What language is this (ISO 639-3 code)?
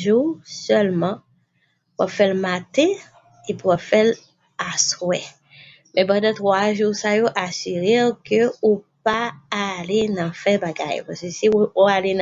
hat